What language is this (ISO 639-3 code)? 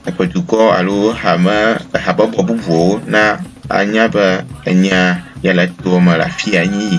ewe